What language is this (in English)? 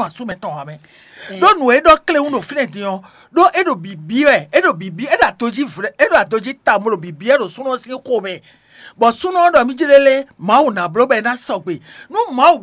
Fon